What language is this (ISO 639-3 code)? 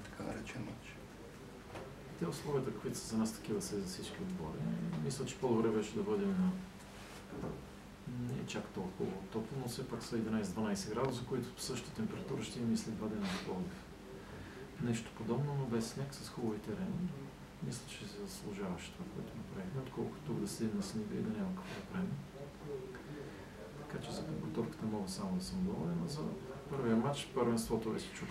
bul